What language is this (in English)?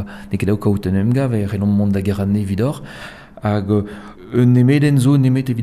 Breton